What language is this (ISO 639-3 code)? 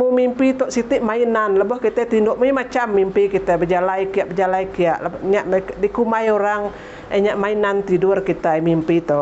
iba